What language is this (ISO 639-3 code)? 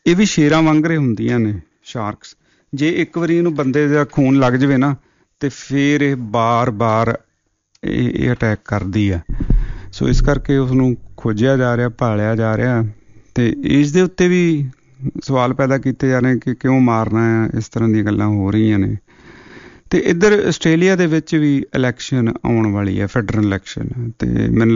pan